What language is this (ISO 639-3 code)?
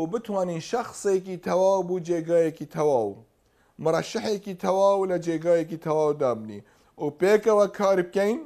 ckb